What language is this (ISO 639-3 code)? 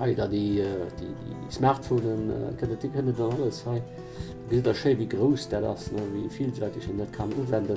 ltz